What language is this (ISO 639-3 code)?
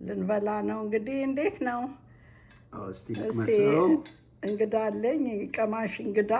amh